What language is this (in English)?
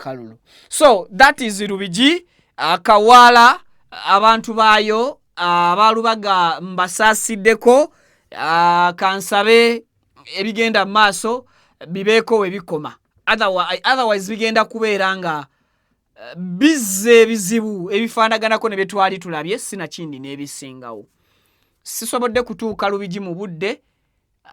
Ganda